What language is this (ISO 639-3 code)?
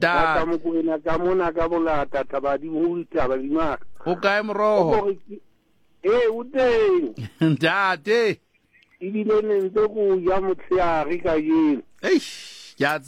sot